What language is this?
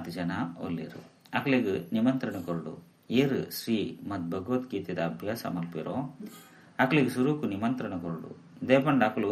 Tulu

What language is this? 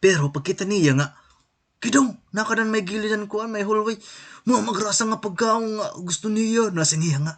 Waray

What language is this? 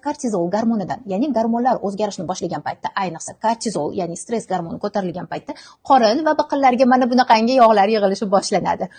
Uzbek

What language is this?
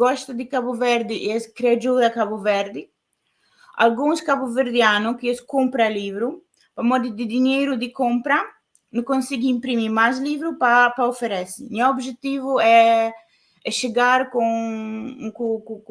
Kabuverdianu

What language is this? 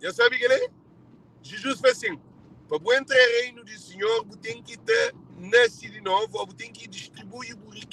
Kabuverdianu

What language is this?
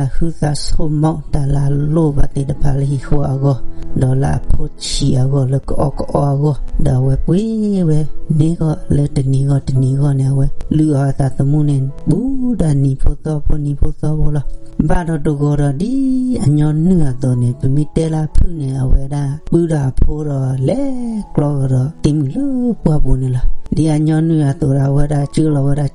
S'gaw Karen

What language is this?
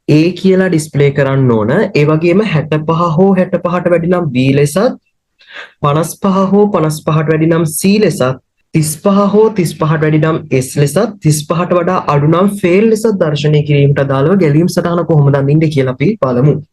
Sinhala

